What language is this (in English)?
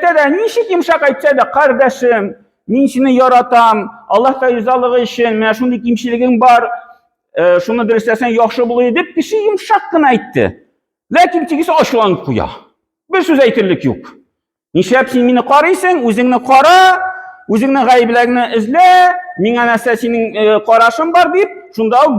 Tatar